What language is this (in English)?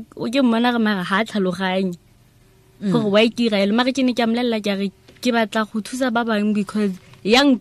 Tswana